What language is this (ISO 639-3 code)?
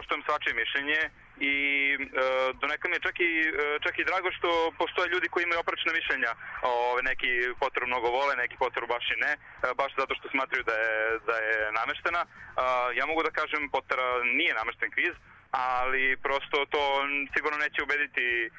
srp